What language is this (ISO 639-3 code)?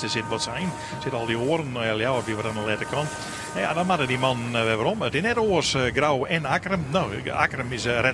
fry